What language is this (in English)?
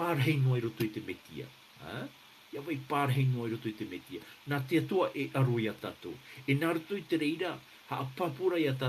Tahitian